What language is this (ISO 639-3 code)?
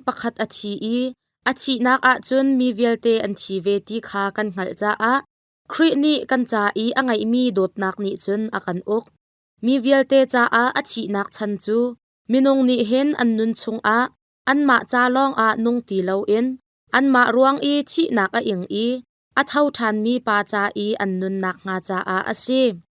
cnh